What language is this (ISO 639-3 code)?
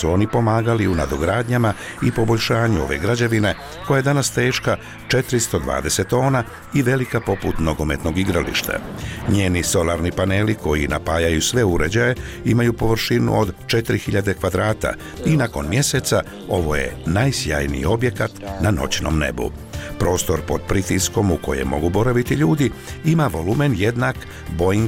bos